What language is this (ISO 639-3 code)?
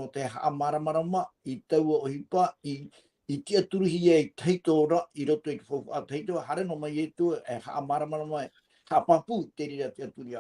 tah